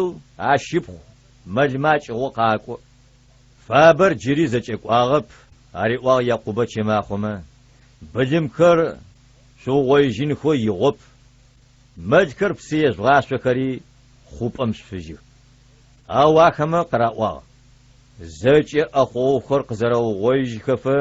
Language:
Adyghe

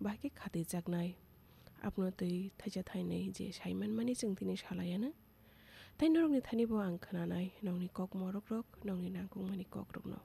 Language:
Kok Borok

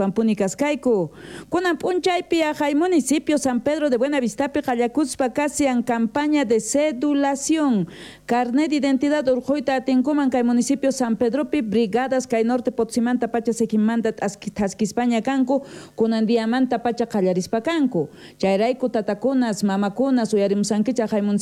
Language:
South Bolivian Quechua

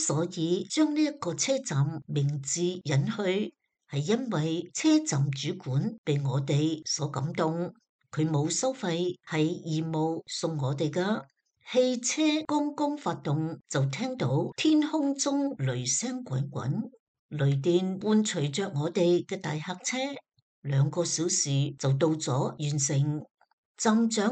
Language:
Cantonese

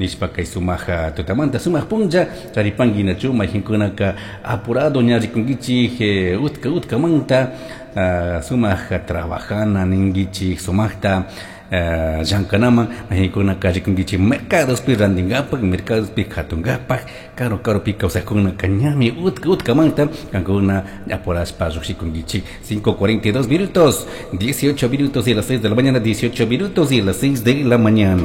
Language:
Chimborazo Highland Quichua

